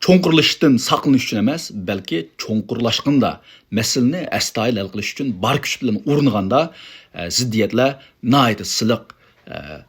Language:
Uyghur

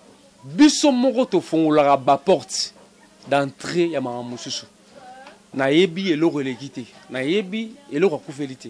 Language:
Lingala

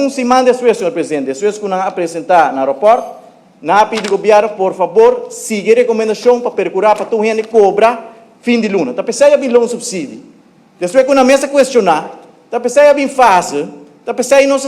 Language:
Papiamento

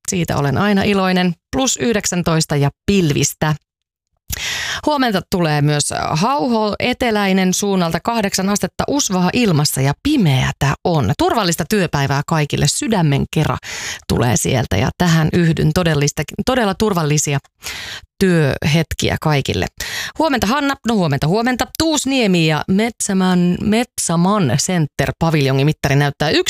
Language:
Finnish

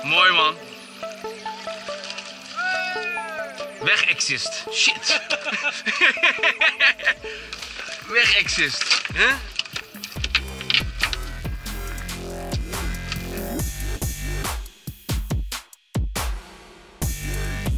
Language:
Dutch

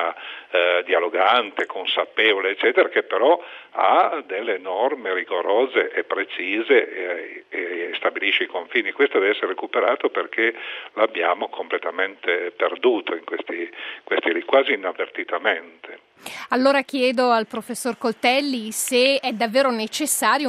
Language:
Italian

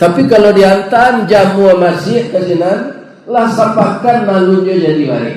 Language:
Minangkabau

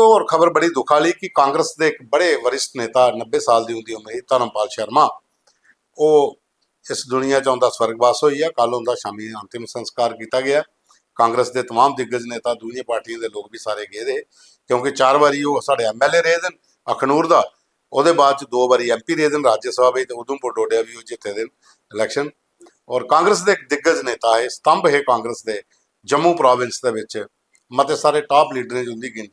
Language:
Dogri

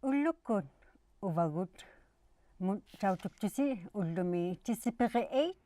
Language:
Inuktitut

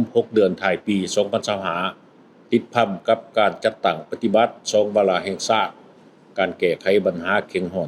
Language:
Lao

